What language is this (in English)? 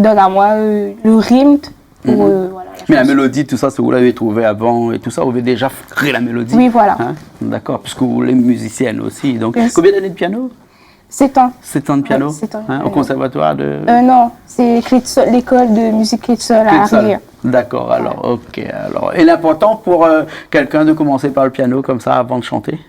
Réunion Creole French